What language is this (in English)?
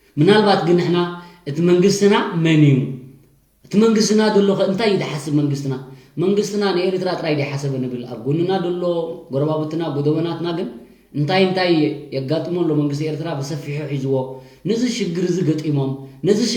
Tigrinya